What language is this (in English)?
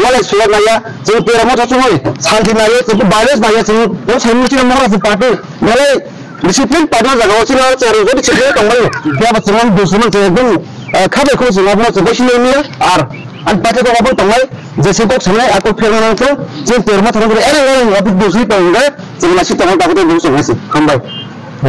Riang (India)